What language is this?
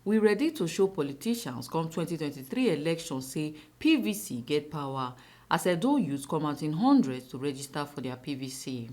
Nigerian Pidgin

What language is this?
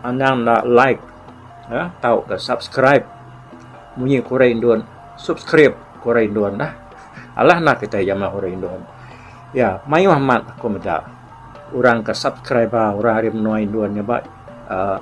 Iban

